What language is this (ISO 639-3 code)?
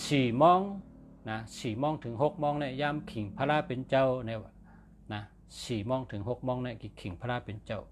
shn